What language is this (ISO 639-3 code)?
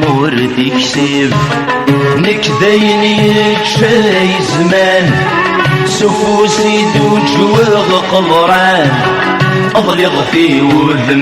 kab